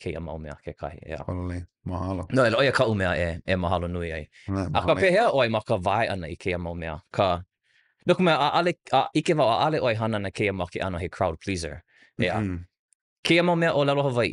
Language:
Hawaiian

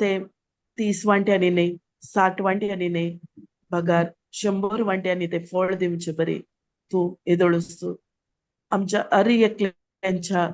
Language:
Konkani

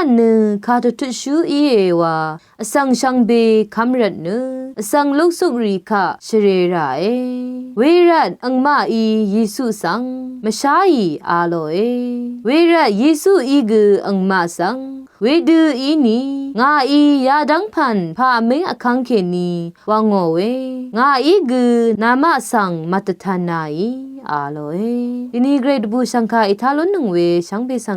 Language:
Rawang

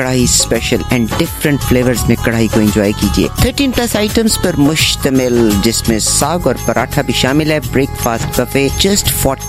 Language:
Urdu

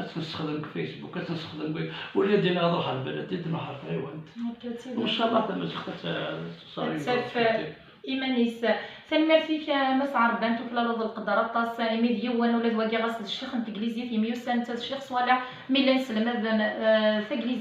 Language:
Kabyle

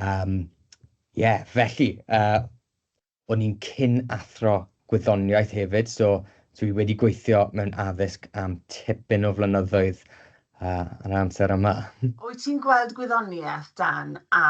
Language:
Welsh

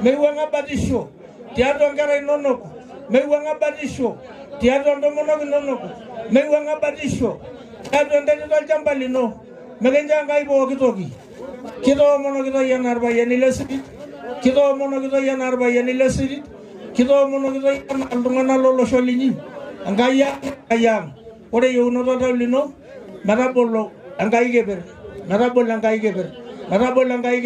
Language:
Masai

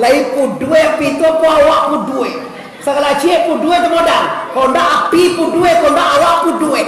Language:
Minangkabau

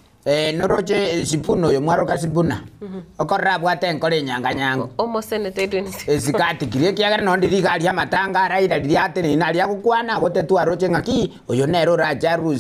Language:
Gusii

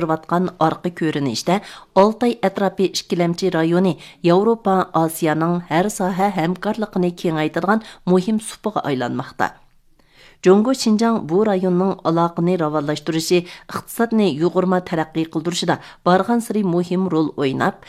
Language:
Uyghur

